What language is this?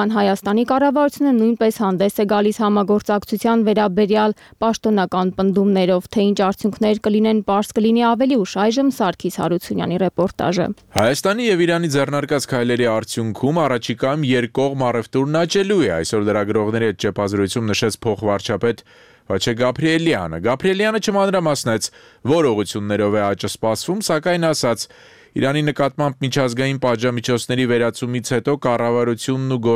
Armenian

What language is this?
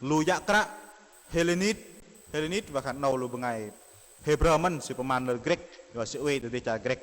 Bahnar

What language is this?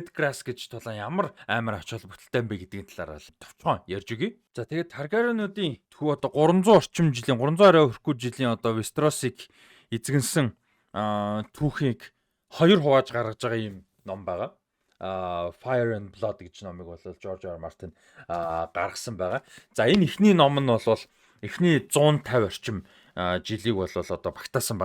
Mongolian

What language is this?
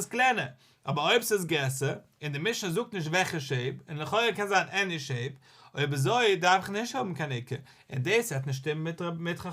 Yiddish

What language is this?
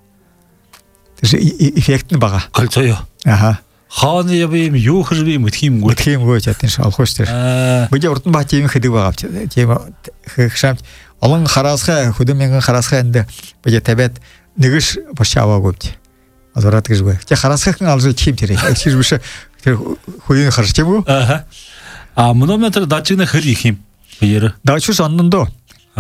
Buriat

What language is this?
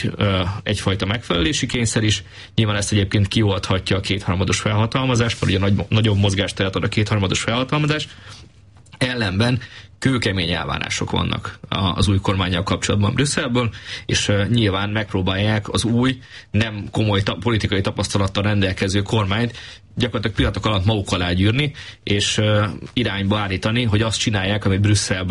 Hungarian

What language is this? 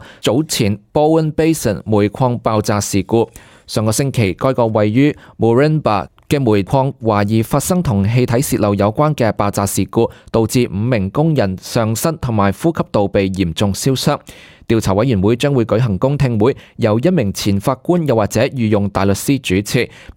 Cantonese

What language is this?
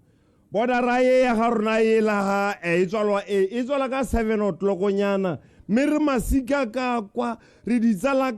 Tswana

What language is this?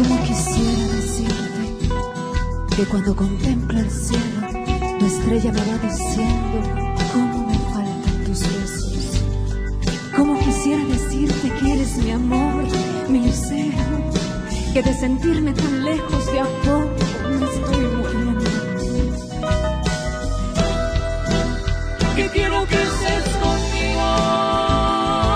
Spanish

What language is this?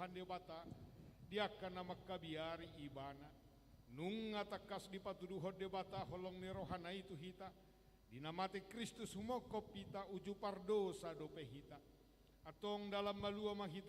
Batak Toba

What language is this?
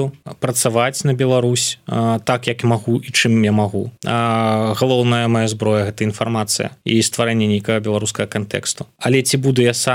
Belarusian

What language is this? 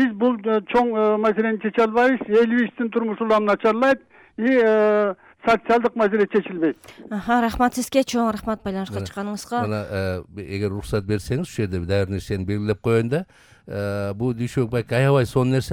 Kyrgyz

